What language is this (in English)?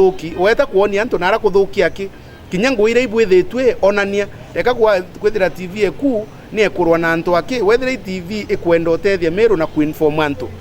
Meru